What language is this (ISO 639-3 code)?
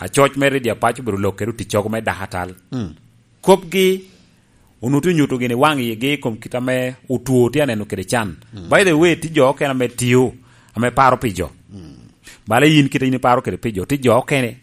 laj